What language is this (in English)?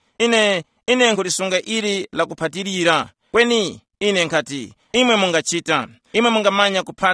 Tumbuka